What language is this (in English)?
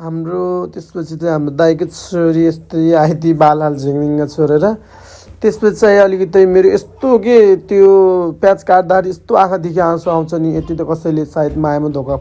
Nepali